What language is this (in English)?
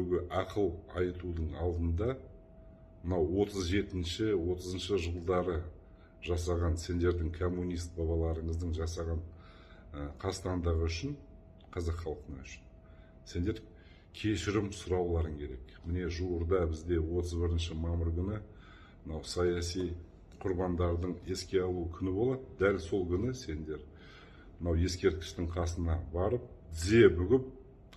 Kazakh